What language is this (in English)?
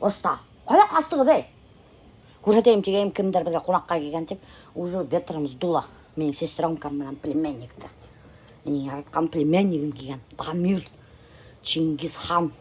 Bashkir